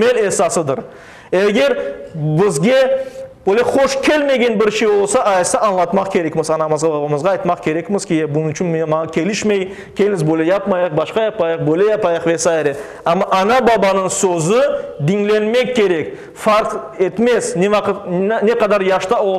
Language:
Crimean Tatar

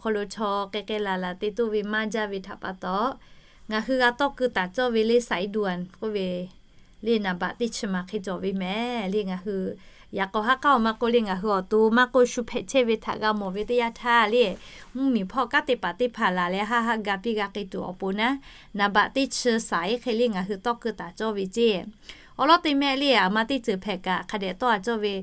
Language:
Lahu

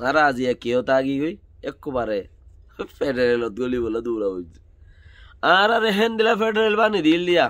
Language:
Rohingya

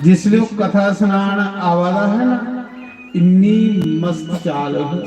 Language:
Dogri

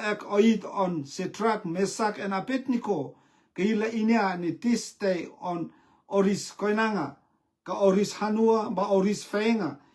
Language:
Rotuman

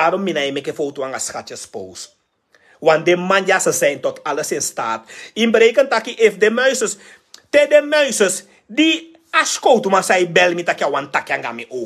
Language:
Sranan Tongo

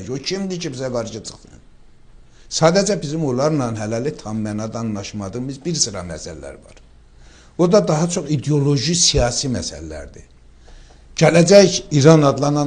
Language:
Azerbaijani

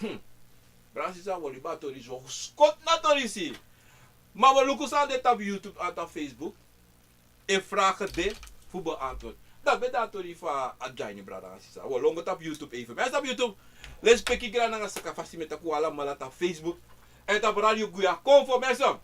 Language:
Sranan Tongo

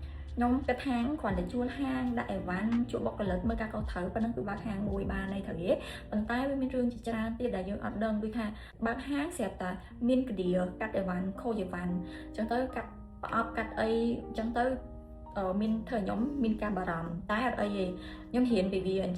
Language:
Khmer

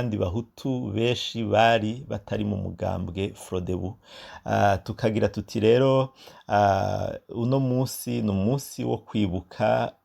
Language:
Rundi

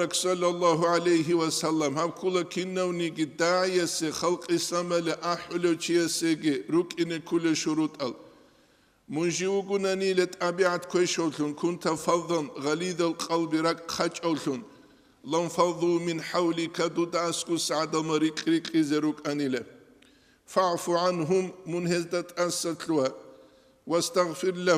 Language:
Avaric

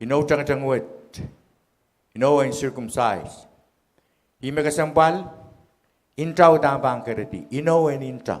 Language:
Pohnpeian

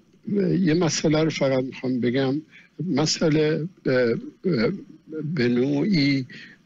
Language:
Persian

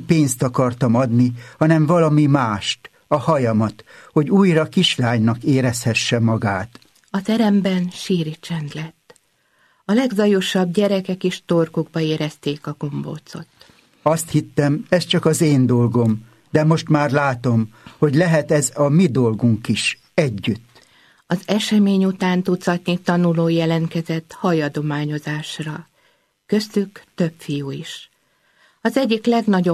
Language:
Hungarian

